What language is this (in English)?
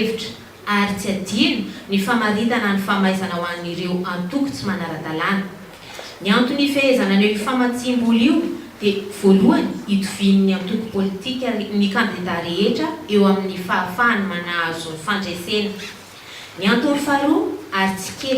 Malagasy